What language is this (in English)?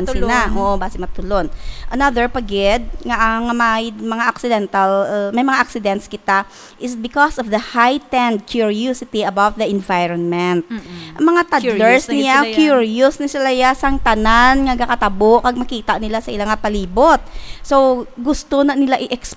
Hiligaynon